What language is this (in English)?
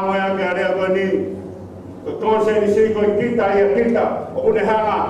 Tongan